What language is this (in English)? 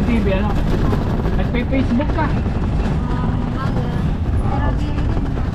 Waray